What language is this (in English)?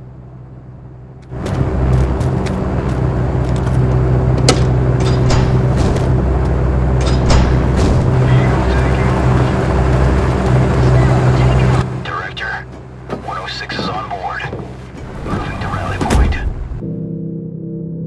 English